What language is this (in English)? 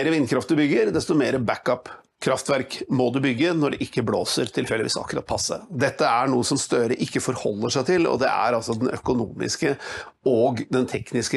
Norwegian